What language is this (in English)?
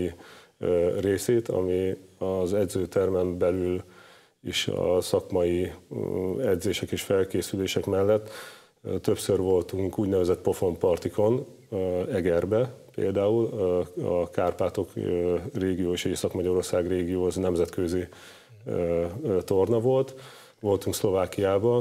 Hungarian